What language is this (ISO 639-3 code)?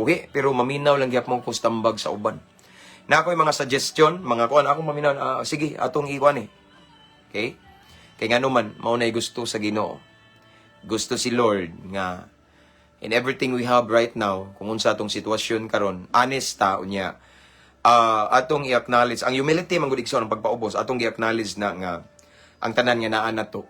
ceb